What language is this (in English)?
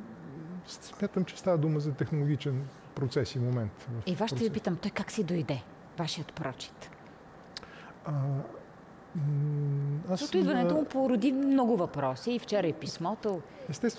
Bulgarian